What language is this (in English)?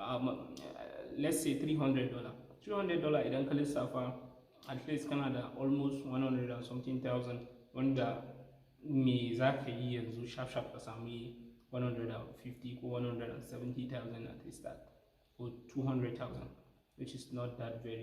Hausa